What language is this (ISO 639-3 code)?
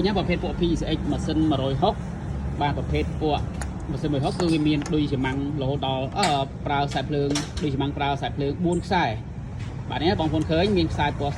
khm